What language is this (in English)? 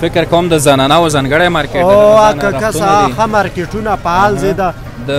Pashto